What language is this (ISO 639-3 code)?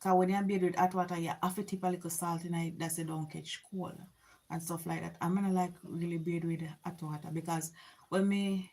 jam